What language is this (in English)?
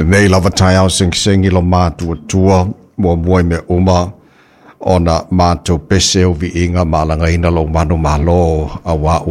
Samoan